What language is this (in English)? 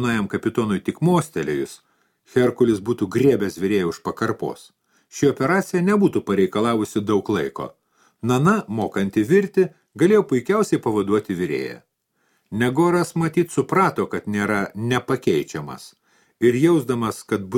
Lithuanian